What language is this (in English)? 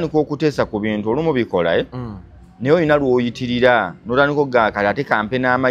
Ganda